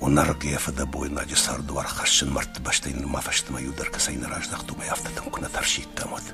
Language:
Ossetic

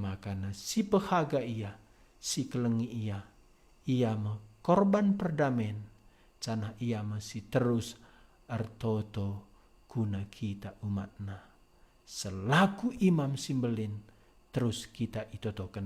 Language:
Batak Karo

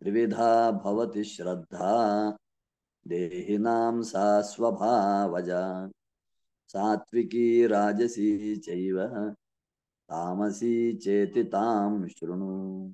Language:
Sanskrit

